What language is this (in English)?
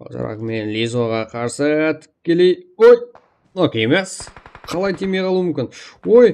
Kara-Kalpak